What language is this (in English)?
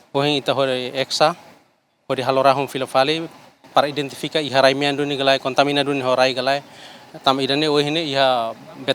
Tetum